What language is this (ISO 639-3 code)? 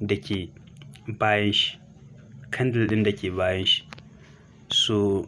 hau